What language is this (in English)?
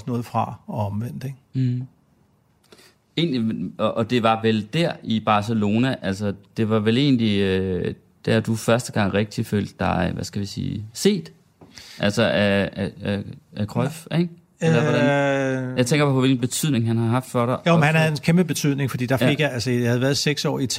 Danish